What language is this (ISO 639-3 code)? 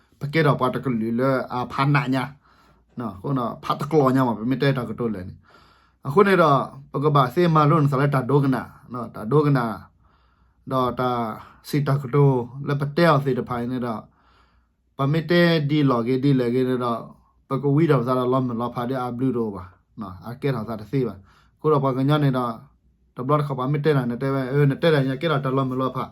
ksw